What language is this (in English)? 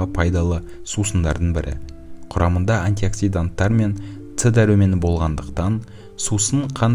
Kazakh